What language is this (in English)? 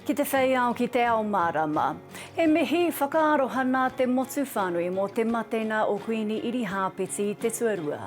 Māori